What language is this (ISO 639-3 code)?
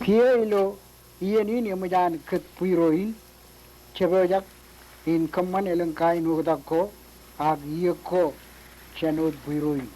mah